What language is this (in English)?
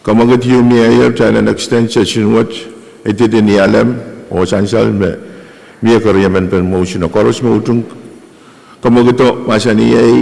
Pohnpeian